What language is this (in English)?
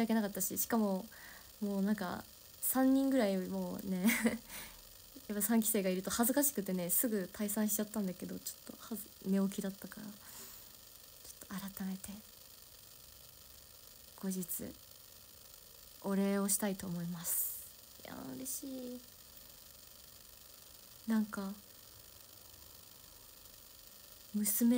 Japanese